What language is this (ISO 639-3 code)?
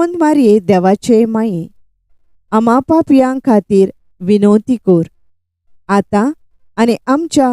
kok